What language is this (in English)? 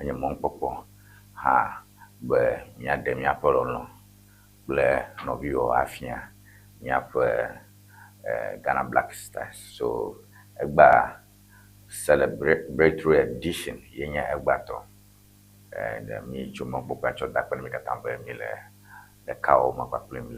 Ewe